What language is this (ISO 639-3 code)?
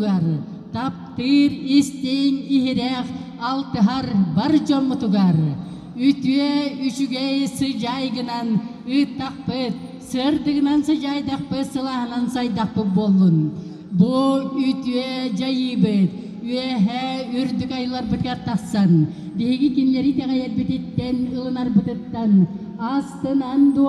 sah